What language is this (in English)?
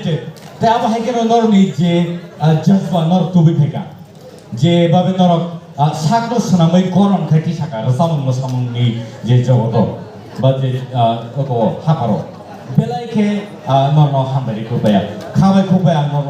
Kok Borok